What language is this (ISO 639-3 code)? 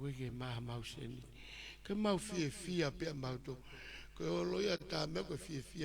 ton